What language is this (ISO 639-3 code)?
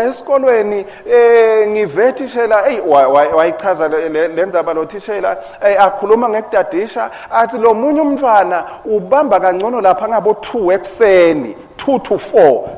ssw